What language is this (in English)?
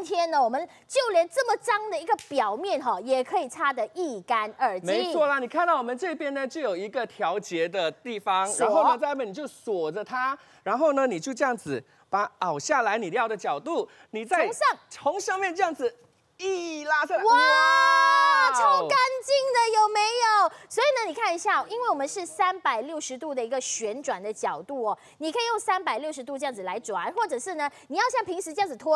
Chinese